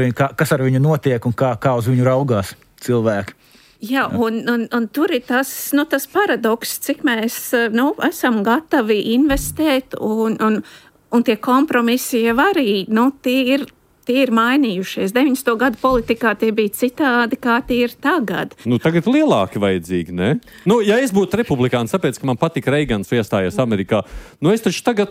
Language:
Latvian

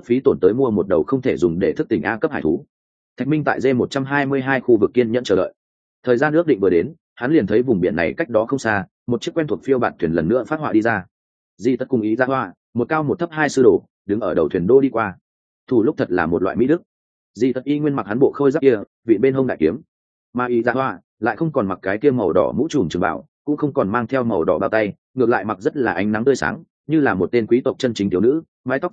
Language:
Vietnamese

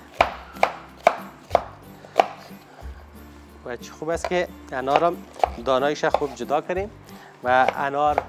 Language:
Persian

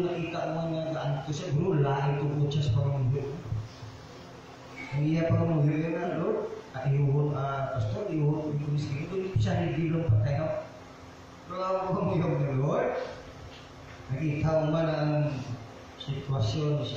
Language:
Filipino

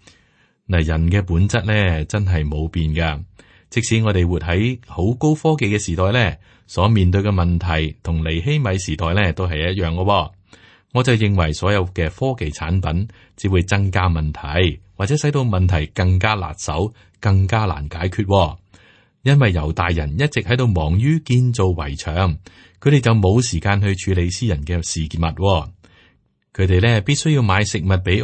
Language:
Cantonese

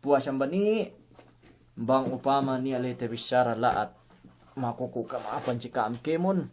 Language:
Yakan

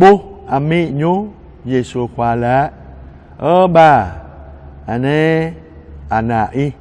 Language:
Jarai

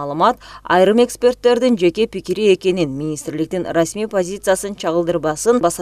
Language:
Kyrgyz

